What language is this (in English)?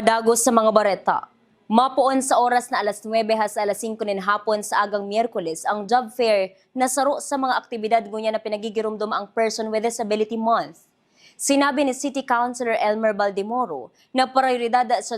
Bikol